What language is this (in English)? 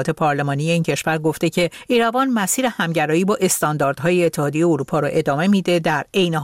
Persian